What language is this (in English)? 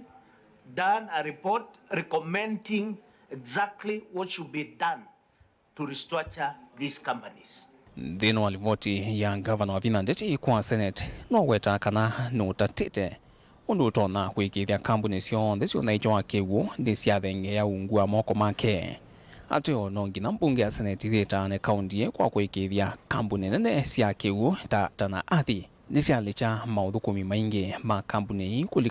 Kamba